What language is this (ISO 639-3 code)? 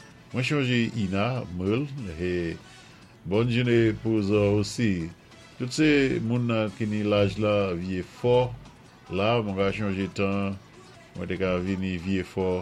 acf